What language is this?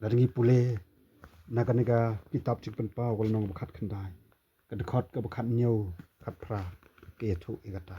Khasi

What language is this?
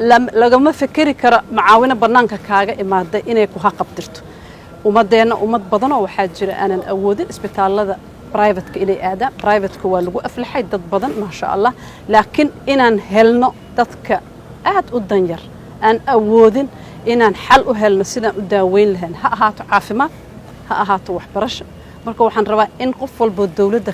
Somali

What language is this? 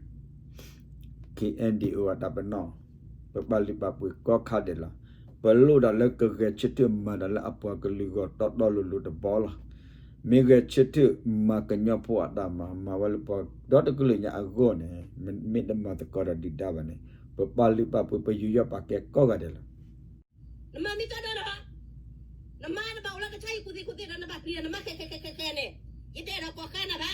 S'gaw Karen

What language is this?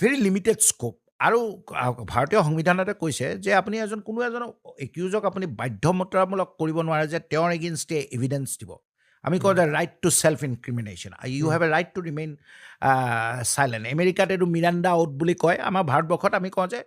Assamese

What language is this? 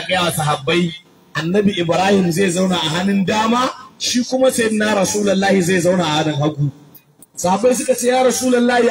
Hausa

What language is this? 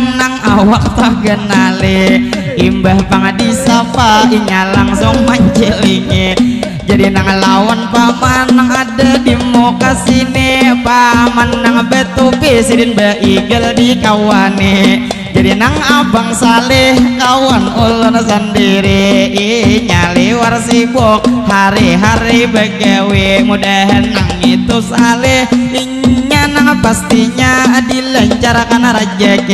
Banjar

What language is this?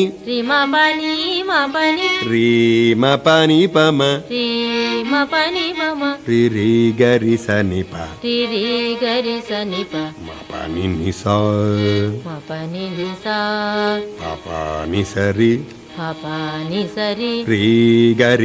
Telugu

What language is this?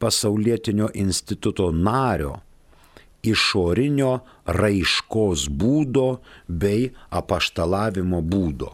Lithuanian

